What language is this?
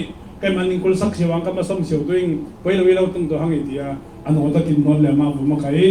Falam Chin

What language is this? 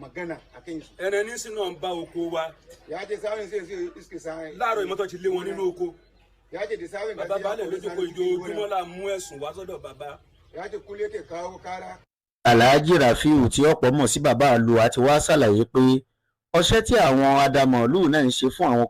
Yoruba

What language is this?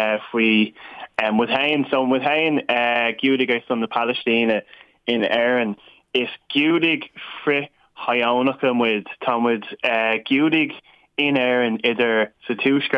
Irish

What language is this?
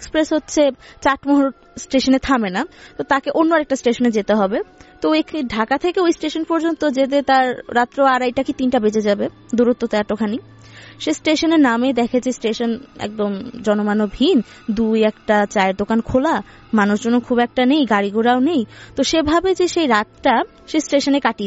Bangla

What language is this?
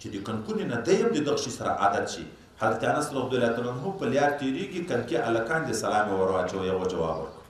Pashto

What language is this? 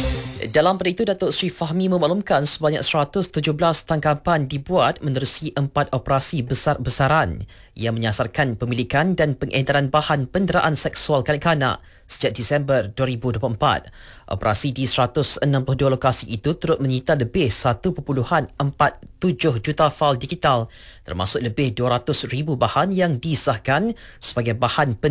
Malay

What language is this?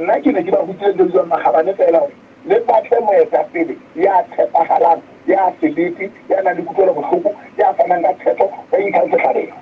Southern Sotho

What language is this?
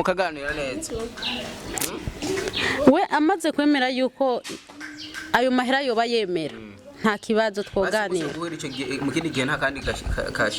Rundi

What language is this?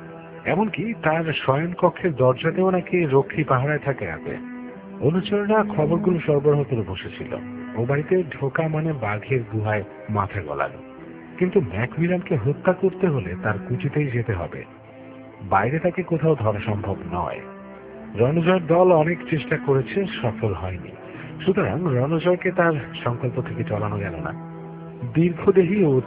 Bangla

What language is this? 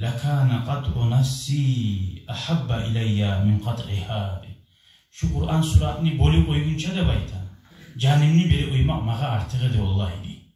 Kumyk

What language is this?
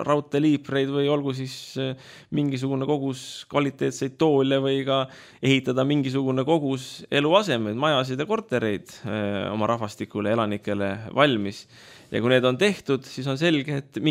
Estonian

